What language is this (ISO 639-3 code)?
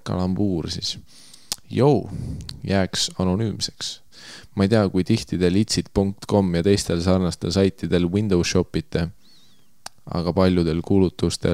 est